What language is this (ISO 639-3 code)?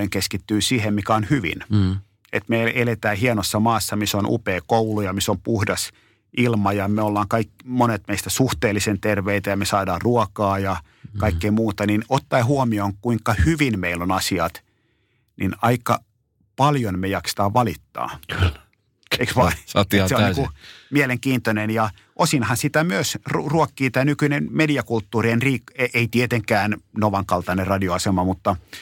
fin